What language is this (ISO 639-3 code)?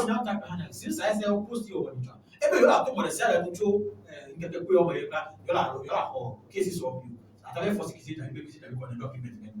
ewe